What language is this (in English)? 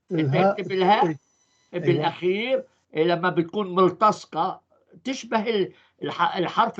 North Levantine Arabic